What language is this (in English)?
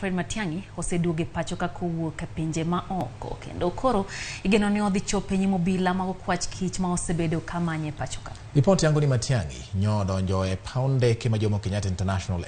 Luo (Kenya and Tanzania)